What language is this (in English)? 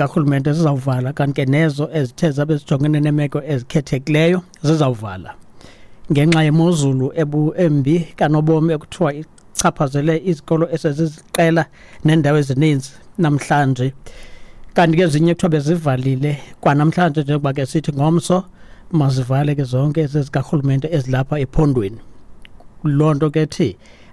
Xhosa